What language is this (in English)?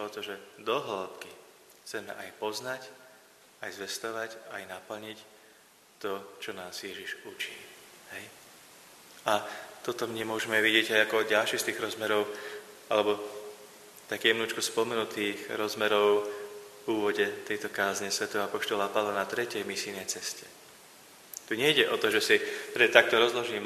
Slovak